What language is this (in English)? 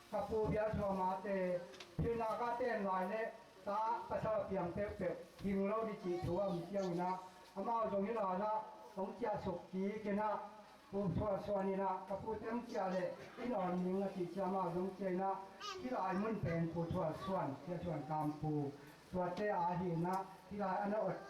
Tedim Chin